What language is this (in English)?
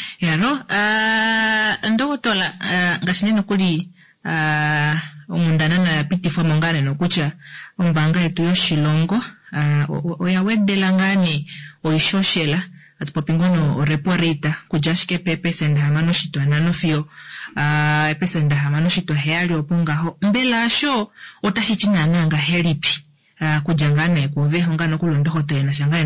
Kuanyama